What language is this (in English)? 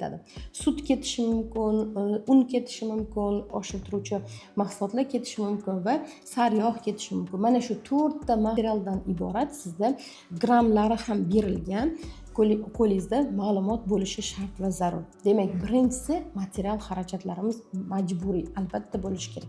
Uzbek